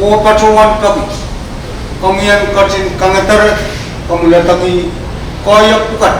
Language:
Pohnpeian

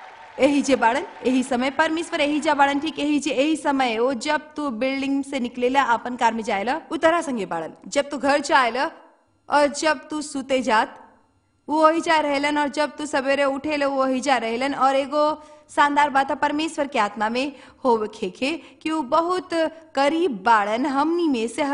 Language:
Bhojpuri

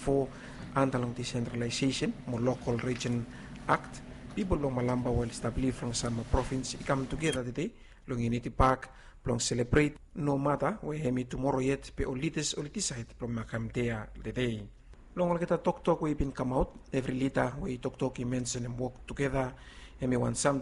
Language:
Bislama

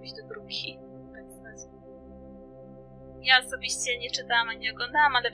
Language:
Polish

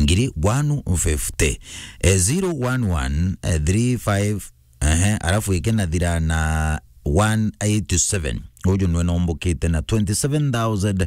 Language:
Meru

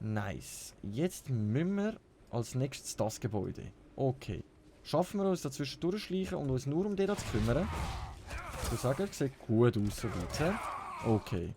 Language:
Swiss German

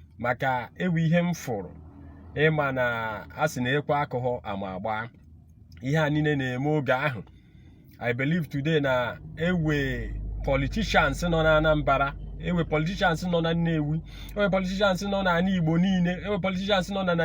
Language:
Igbo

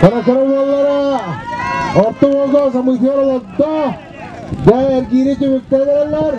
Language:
Yakut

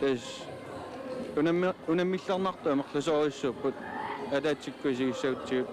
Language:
Kalaallisut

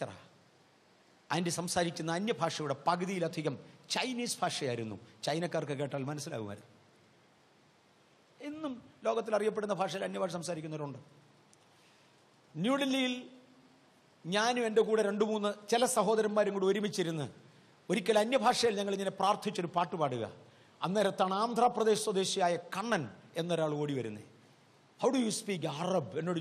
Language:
Malayalam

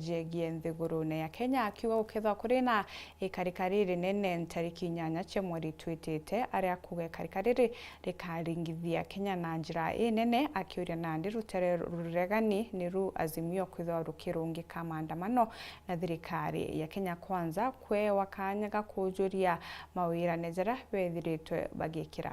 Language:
Meru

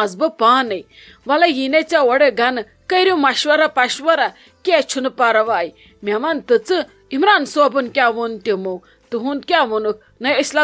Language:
Kashmiri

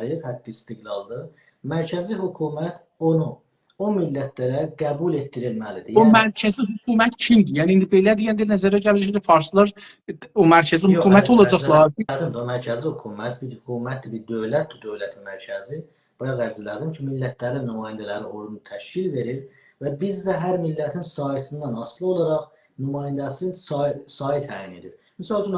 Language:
South Azerbaijani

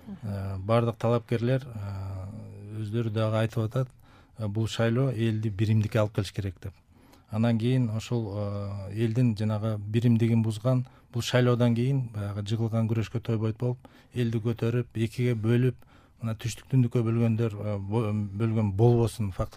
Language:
Kyrgyz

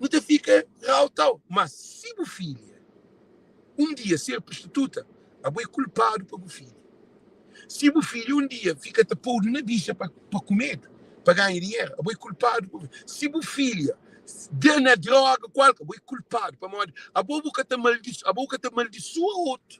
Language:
Kabuverdianu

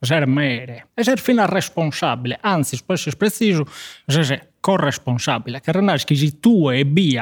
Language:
Sardinian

